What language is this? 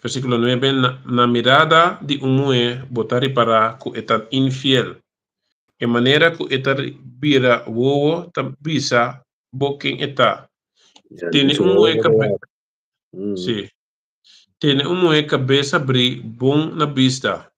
Papiamento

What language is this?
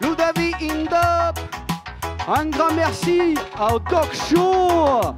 Occitan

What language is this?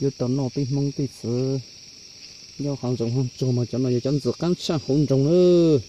Hmong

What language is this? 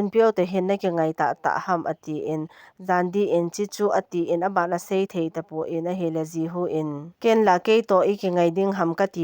Thado Chin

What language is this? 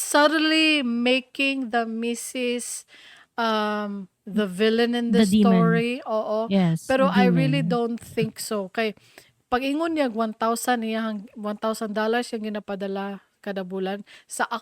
Cebuano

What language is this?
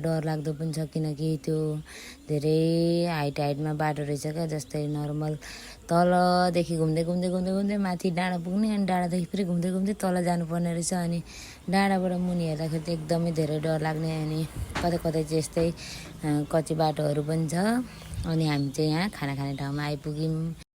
Nepali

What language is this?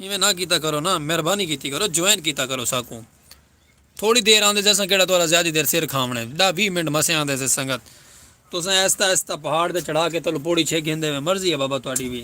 Saraiki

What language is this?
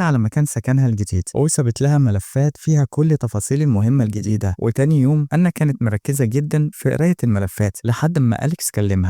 Egyptian Arabic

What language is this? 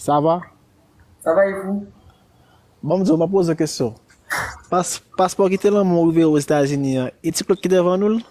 Haitian Creole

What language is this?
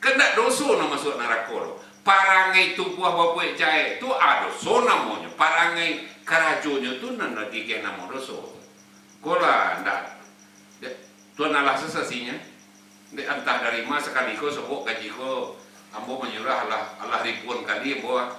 Minangkabau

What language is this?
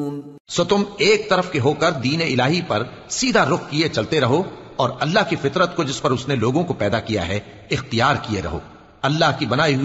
Urdu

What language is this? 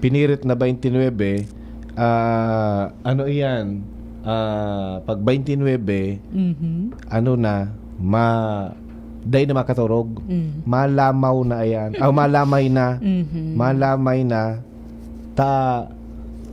Bikol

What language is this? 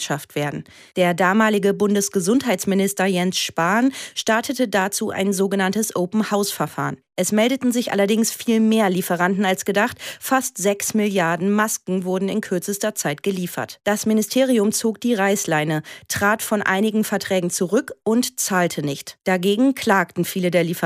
German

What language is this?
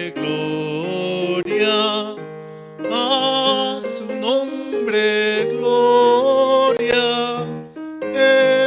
Aymara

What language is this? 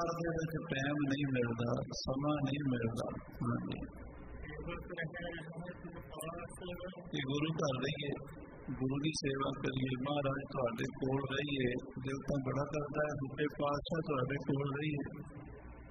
Punjabi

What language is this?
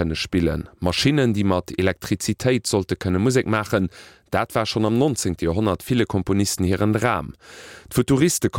Luxembourgish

